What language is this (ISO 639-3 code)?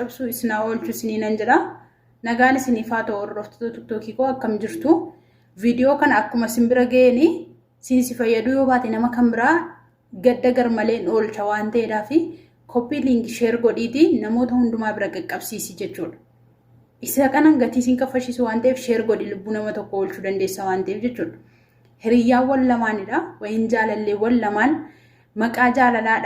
orm